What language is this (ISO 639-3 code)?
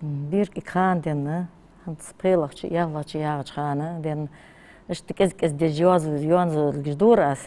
inh